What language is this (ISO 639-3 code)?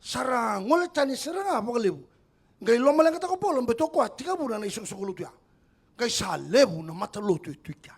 fij